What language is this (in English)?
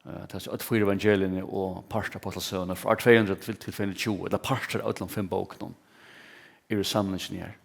Faroese